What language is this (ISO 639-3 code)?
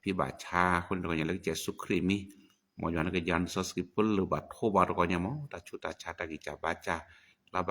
ksw